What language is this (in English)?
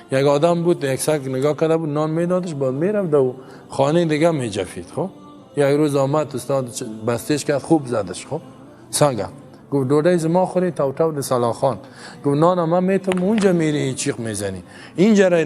Persian